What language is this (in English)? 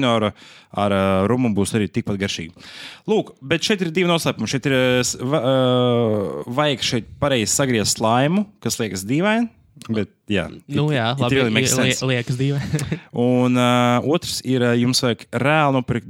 Latvian